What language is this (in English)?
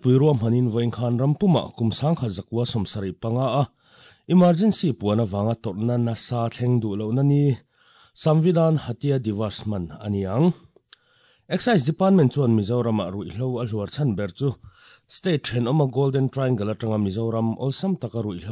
Mizo